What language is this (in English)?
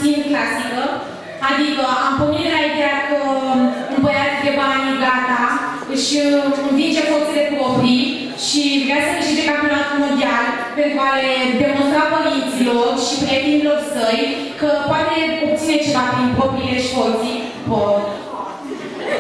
Romanian